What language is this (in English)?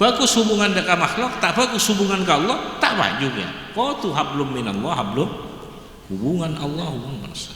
Madurese